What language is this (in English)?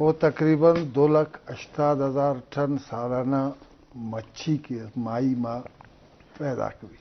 Eastern Balochi